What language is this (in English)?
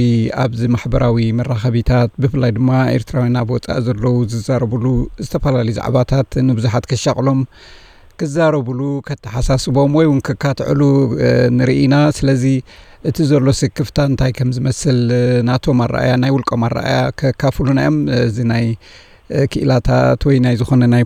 Tigrinya